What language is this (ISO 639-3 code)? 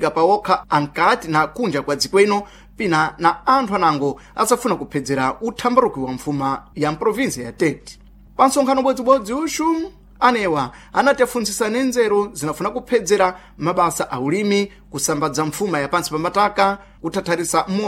seh